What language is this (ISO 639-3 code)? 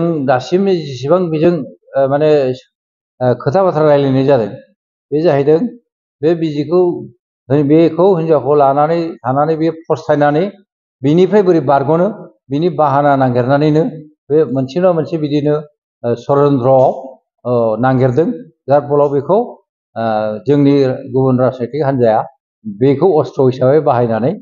brx